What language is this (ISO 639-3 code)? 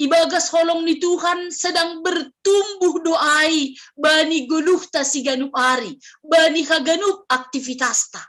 bts